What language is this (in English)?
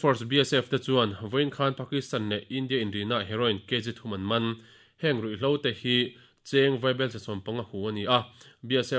Mizo